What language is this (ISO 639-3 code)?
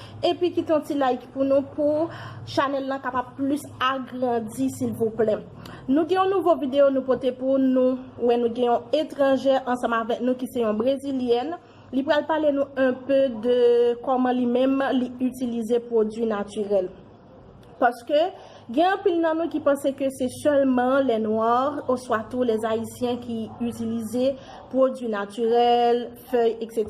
hat